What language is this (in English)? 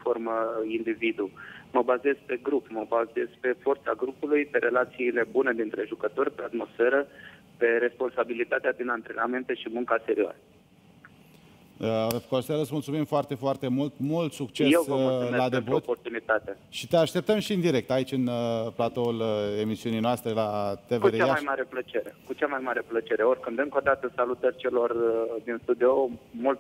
Romanian